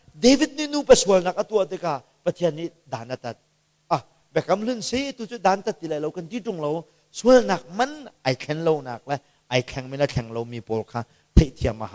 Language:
Hakha Chin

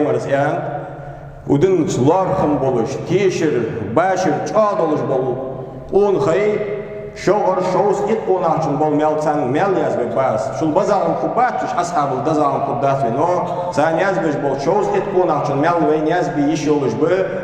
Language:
Ingush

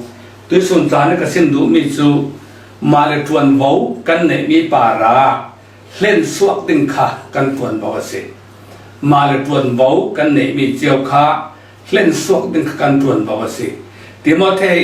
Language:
Falam Chin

